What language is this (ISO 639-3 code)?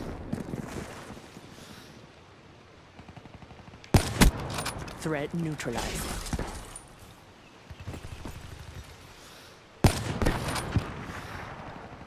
hin